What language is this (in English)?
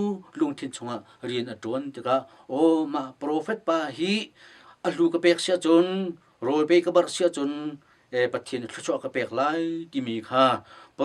Hakha Chin